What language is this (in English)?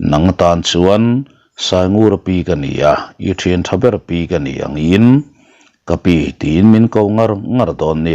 Mizo